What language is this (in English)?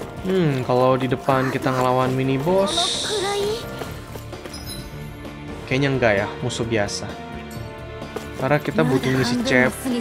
Indonesian